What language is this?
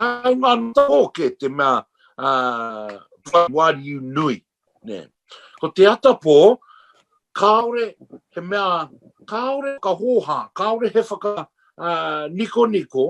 Māori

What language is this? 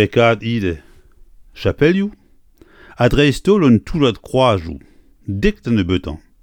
Breton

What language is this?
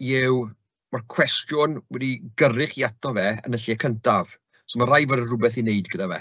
Welsh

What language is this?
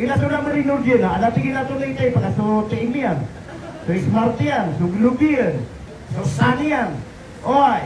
Maranao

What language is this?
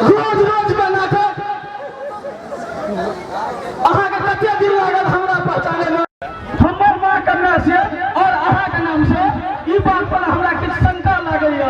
Maithili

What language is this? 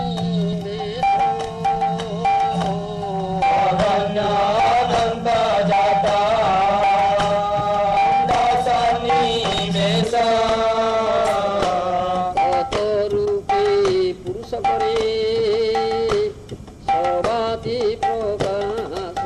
Odia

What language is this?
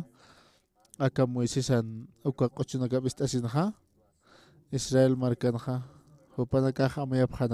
Aymara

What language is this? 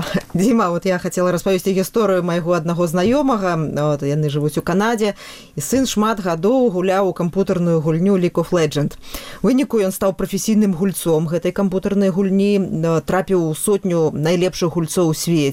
Belarusian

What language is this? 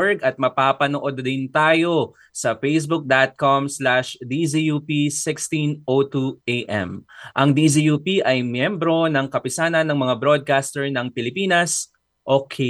Filipino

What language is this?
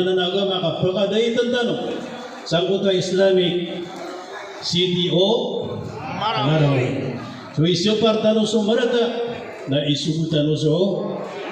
Maranao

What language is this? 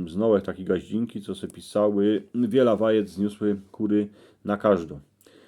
Silesian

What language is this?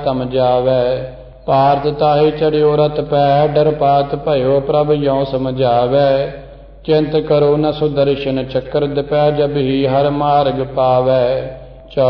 Punjabi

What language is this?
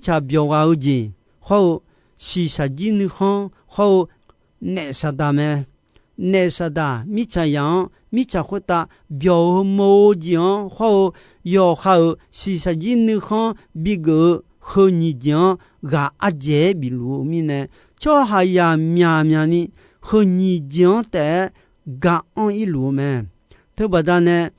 Akha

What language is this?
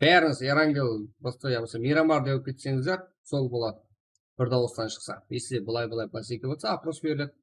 Kara-Kalpak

